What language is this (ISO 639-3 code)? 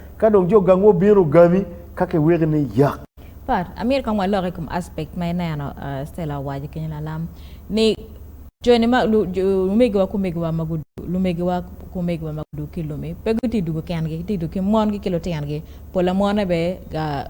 ach